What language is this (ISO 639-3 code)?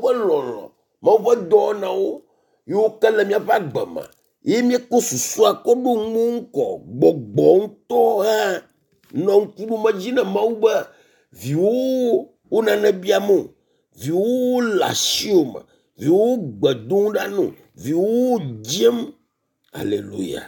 ewe